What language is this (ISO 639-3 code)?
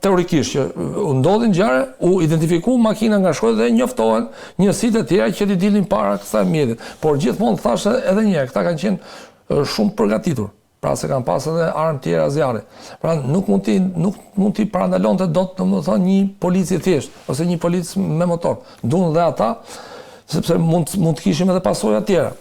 sqi